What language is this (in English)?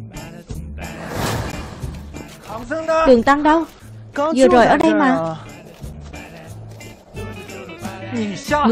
Vietnamese